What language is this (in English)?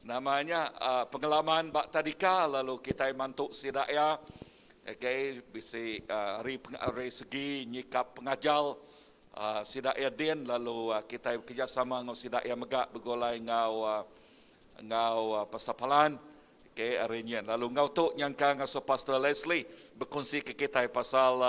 Iban